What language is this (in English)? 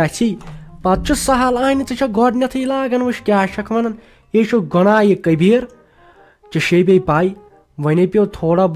Kashmiri